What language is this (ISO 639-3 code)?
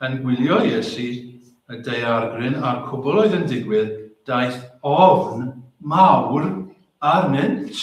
cym